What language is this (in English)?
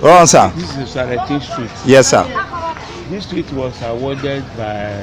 Nigerian Pidgin